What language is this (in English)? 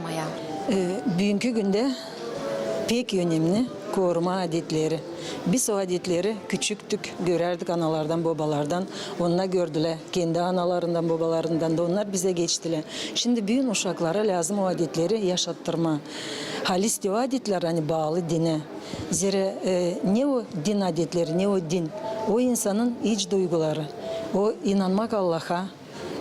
Gagauz